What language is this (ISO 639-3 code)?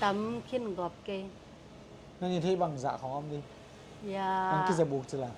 ctd